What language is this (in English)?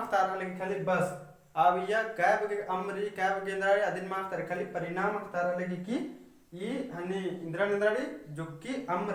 Kurukh